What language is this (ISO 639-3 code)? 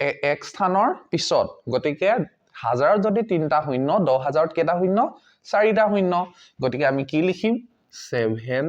asm